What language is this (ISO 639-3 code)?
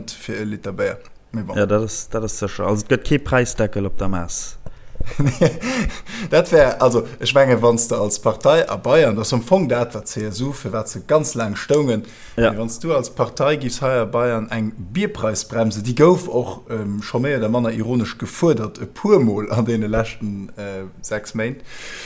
ltz